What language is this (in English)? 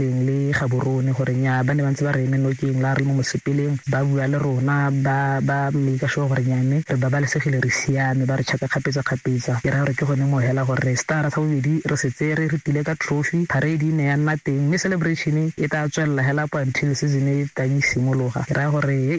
Tswana